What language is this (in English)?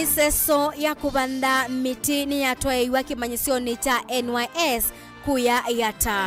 Kamba